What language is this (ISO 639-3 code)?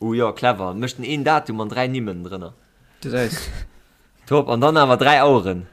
ltz